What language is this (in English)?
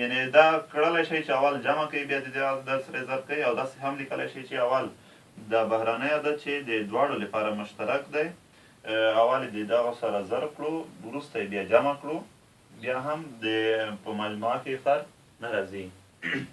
Pashto